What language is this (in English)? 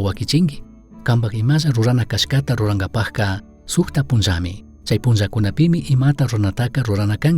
Chimborazo Highland Quichua